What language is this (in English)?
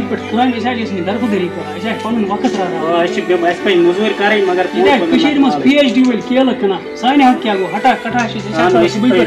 Kashmiri